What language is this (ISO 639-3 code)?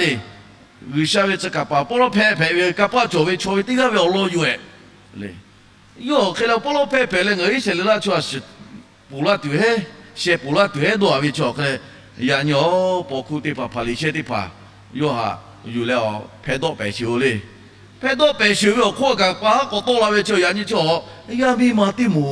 lhu